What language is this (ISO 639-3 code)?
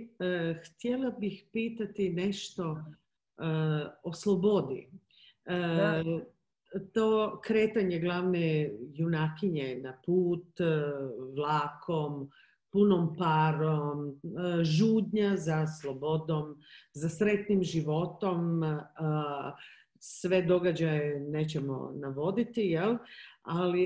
hrv